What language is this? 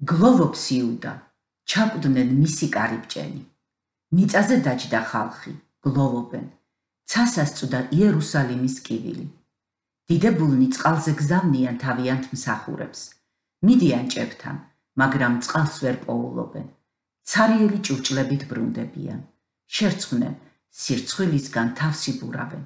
Georgian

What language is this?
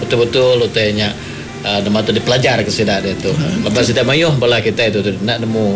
Iban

